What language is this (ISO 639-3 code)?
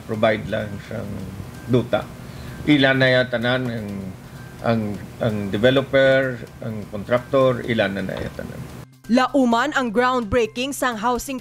hil